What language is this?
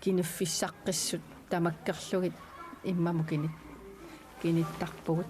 Kalaallisut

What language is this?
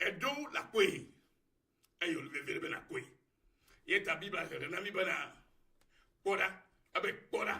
Ewe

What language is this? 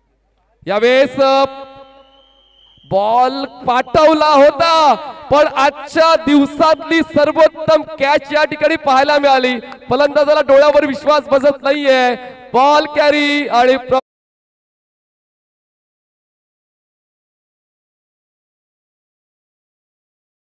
Marathi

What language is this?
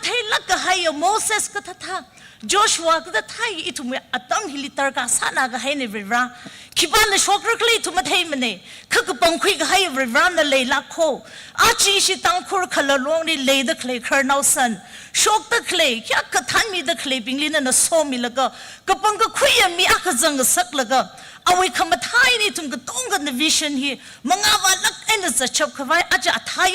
Tangkhul Naga (India)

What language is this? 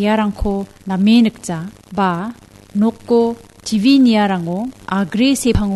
Garo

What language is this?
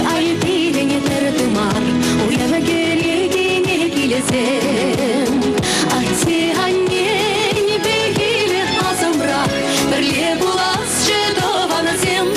Chuvash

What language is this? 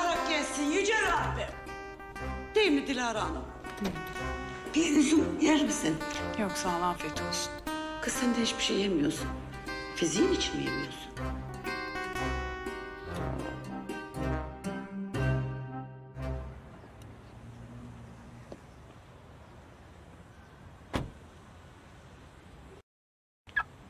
Turkish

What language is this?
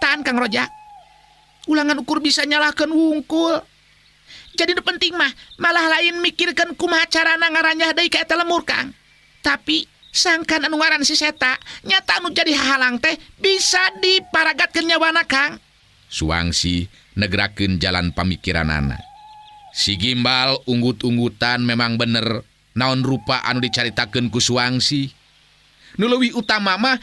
Sundanese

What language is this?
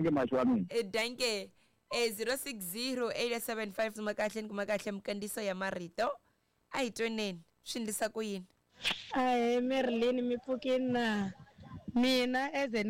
Tsonga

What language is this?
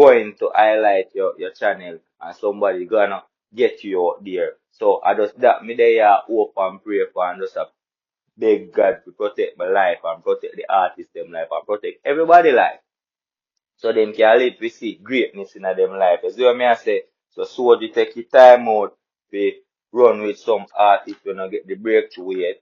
Jamaican Creole English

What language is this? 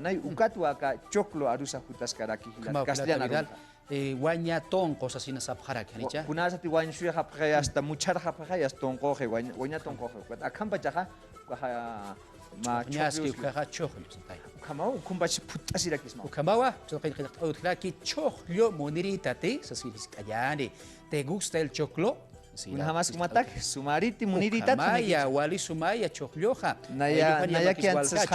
Aymara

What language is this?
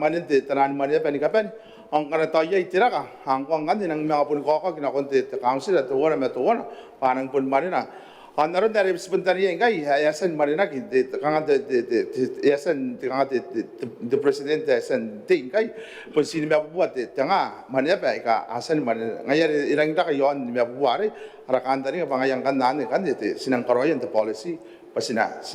Gilbertese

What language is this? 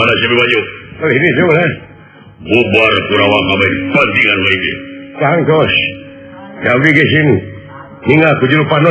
Sundanese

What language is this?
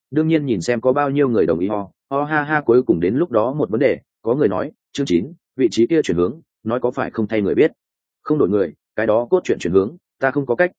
Vietnamese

